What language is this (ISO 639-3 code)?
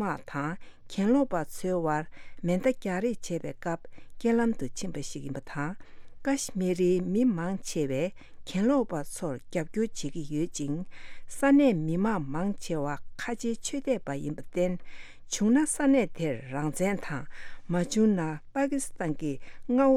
bod